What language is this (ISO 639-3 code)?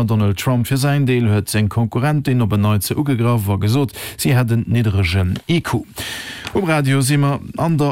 ltz